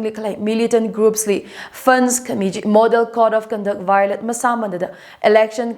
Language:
Tangkhul Naga (India)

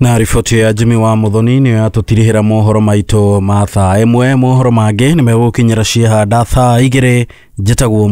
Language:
Kikuyu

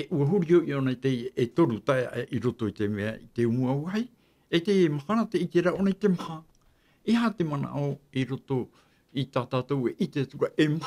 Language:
Tahitian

